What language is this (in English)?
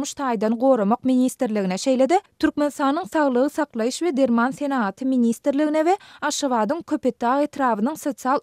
Turkmen